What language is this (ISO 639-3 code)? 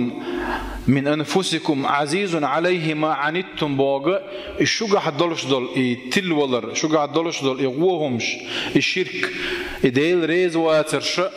che